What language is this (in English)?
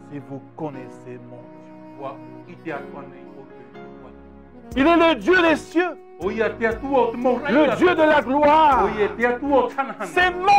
Tahitian